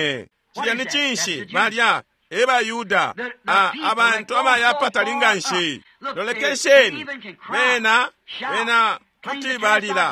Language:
Bemba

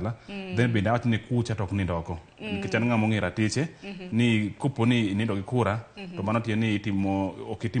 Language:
Luo (Kenya and Tanzania)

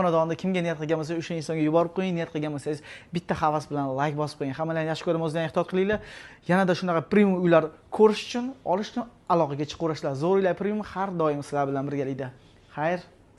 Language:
Uzbek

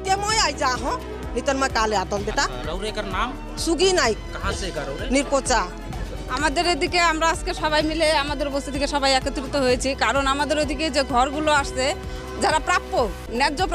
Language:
Sadri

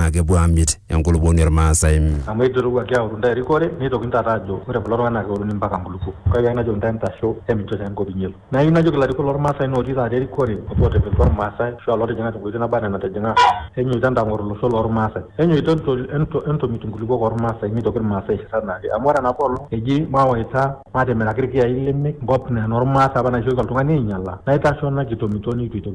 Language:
Masai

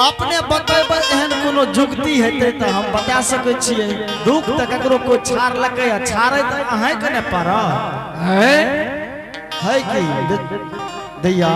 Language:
Angika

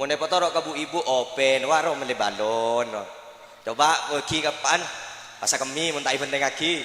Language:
Madurese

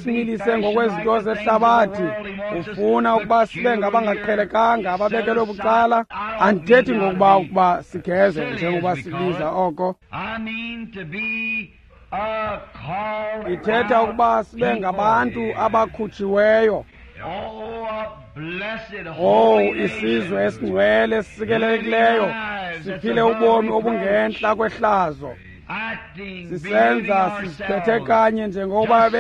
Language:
Xhosa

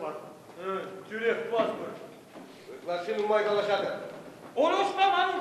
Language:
Chuvash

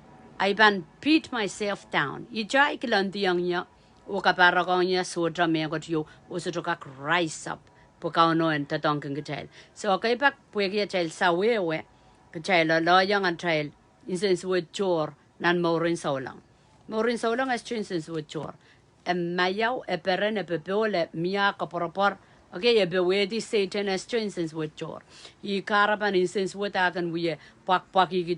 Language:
Pohnpeian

